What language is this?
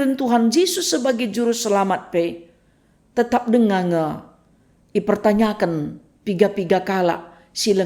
Batak Karo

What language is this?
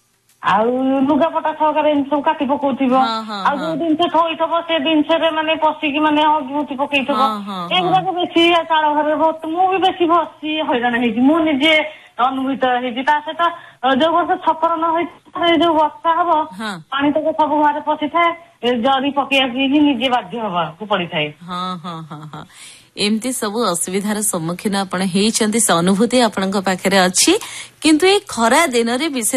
Odia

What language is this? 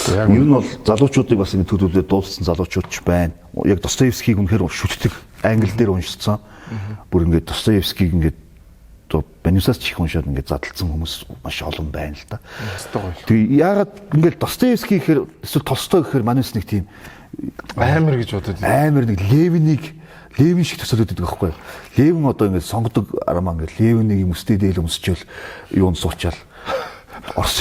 Mongolian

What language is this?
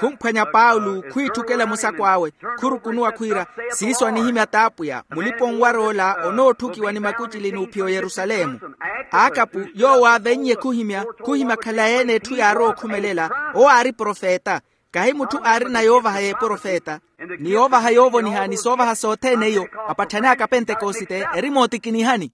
Makhuwa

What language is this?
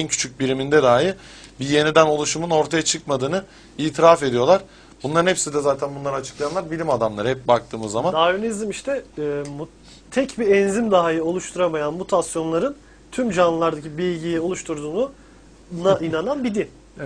Turkish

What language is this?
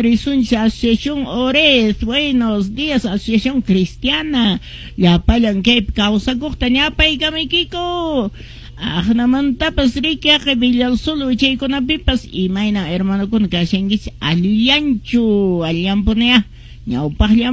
Quechua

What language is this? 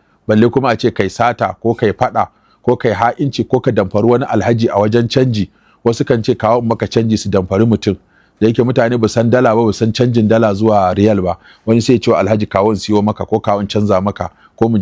Hausa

